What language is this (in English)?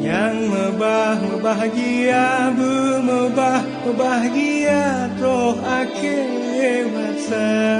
Achinese